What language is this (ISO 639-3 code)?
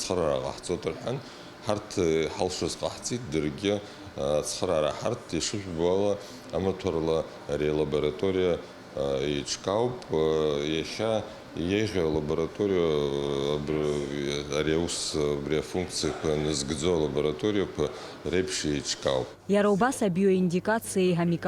abk